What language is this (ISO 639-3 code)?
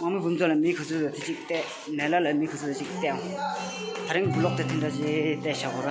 bod